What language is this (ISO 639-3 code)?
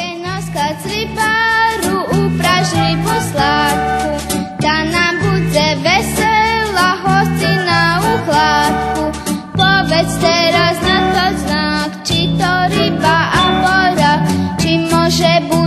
rue